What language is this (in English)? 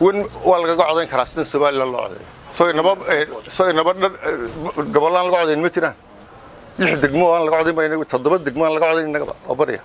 Somali